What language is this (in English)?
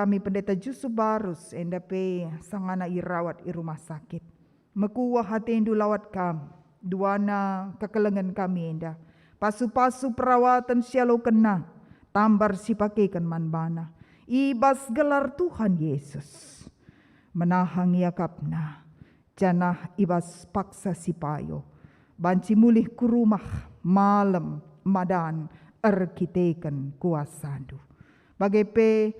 Batak Karo